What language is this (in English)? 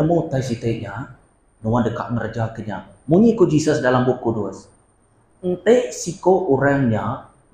Iban